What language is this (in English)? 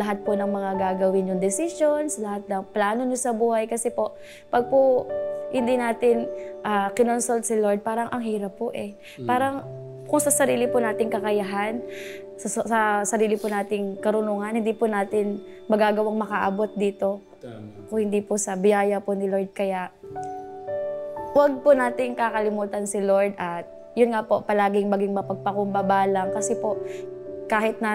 Filipino